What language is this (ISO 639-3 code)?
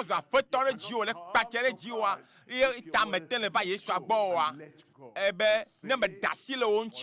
ewe